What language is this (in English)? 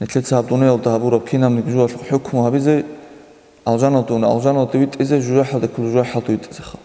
Avaric